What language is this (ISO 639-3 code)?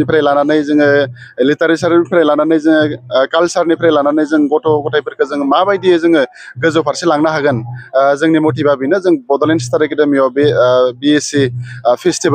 brx